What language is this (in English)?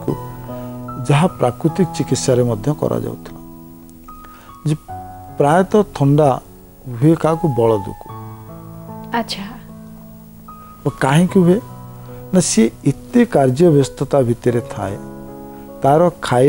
Odia